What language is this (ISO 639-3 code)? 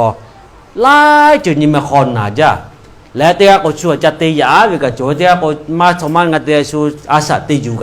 lhu